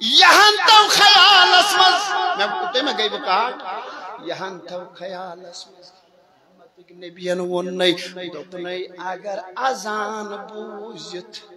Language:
Kashmiri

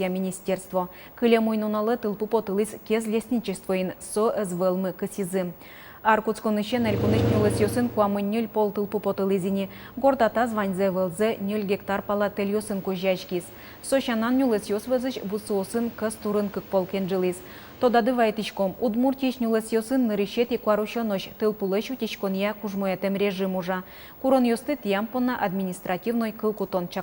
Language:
Udmurt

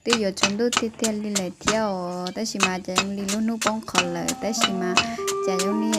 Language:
Hmong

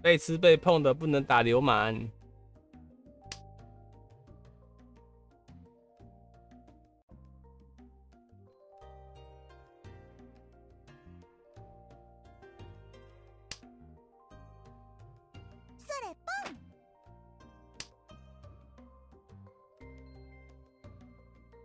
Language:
Chinese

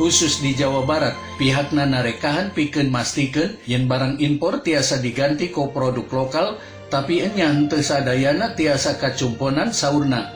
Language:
Sundanese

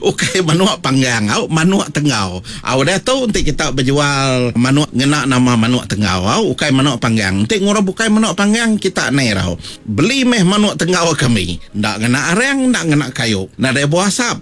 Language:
Iban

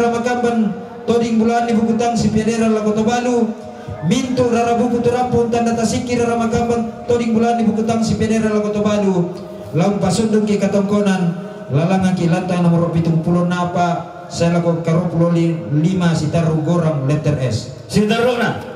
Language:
Toraja-Sa'dan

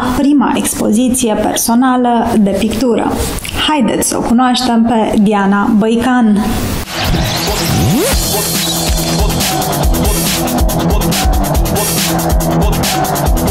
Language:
Romanian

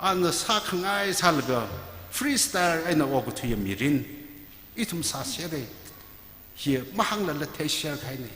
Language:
Tangkhul Naga (India)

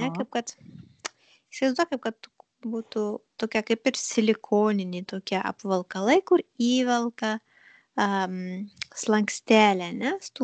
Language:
Lithuanian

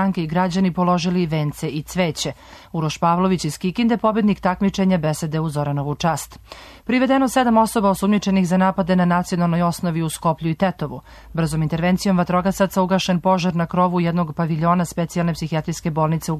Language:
Serbian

